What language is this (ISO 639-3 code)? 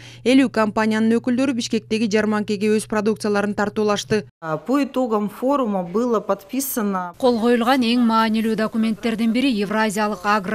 kir